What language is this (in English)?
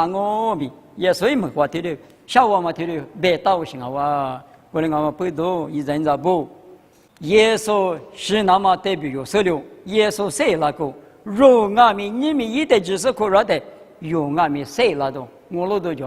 Lisu